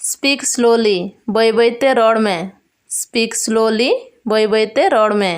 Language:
Santali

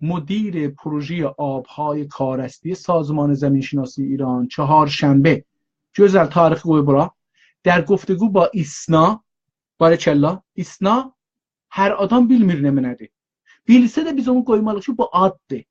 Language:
South Azerbaijani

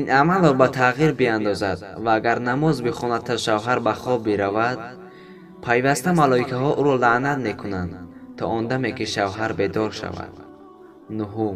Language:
Tajik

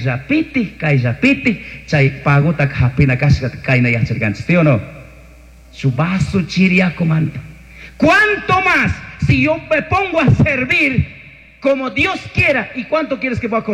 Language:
Chimborazo Highland Quichua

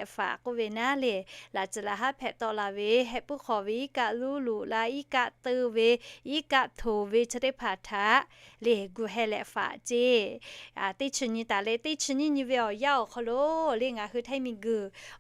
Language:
Lahu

